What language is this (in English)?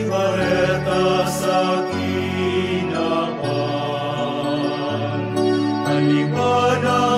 Bikol